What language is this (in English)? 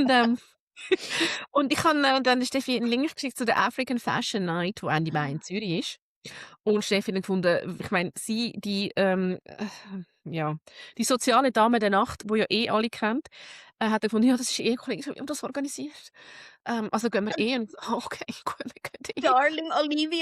Swiss German